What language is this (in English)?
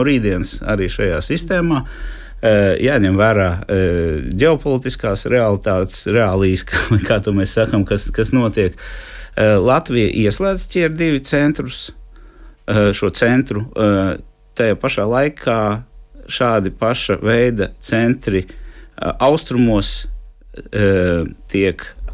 Latvian